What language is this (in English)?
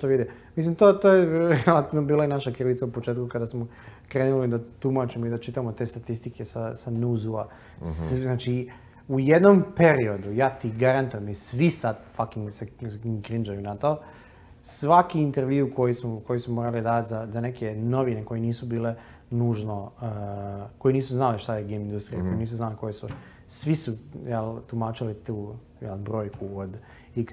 Croatian